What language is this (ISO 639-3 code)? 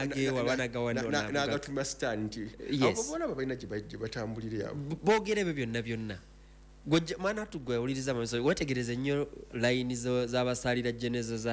lug